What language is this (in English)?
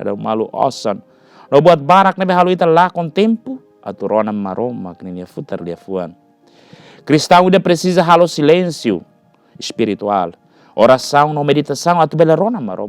Tetum